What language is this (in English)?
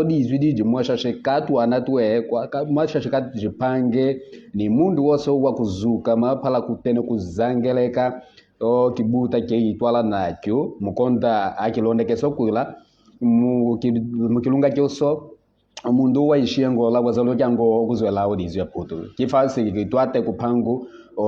Kimbundu